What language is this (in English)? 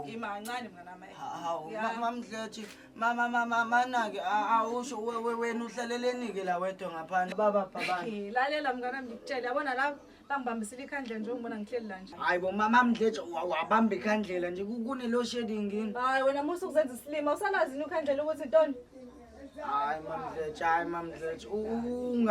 Zulu